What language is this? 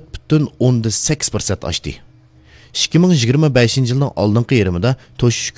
Uyghur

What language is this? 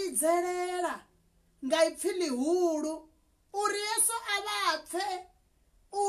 Venda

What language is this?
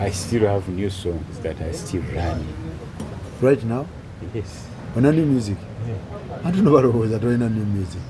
Ganda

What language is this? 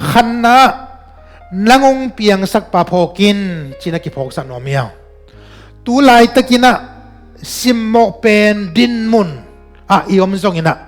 Tedim Chin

